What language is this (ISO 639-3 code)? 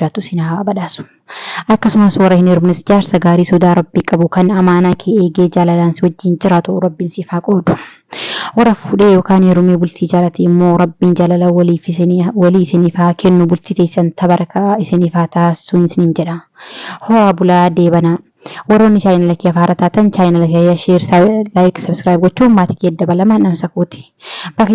orm